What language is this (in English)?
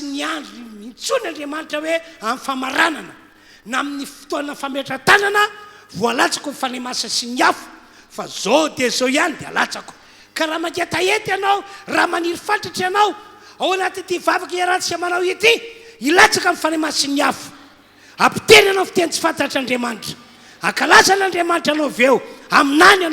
Malagasy